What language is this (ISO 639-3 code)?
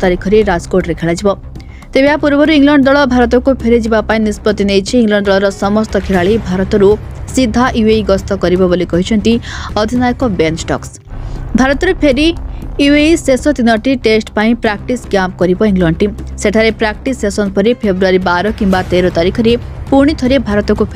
ori